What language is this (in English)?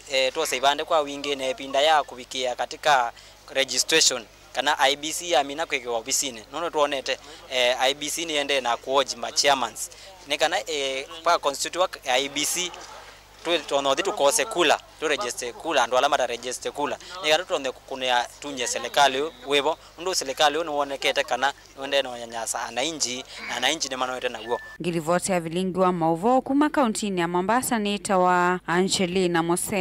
Kamba